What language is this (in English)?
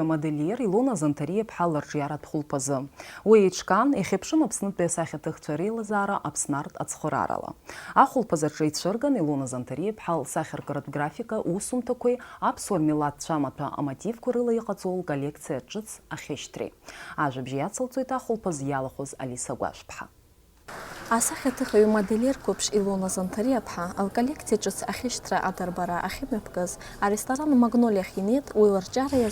Abkhazian